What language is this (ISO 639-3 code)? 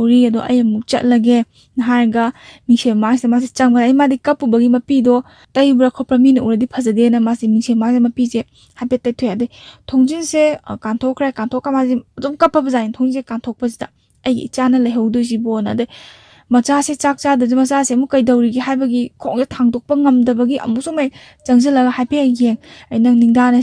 mni